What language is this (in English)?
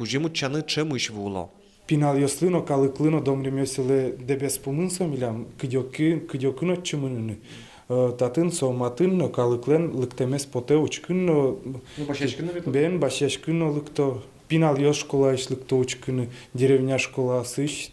Udmurt